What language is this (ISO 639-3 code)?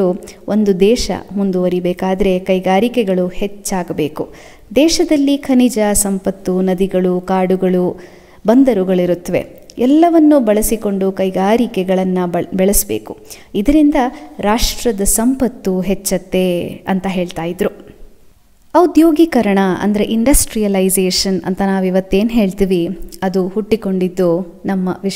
kan